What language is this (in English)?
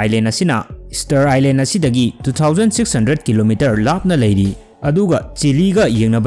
Manipuri